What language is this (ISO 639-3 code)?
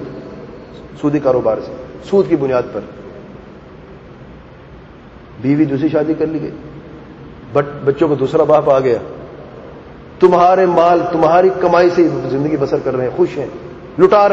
urd